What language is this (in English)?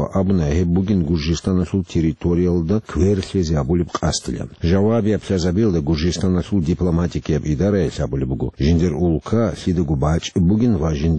Avaric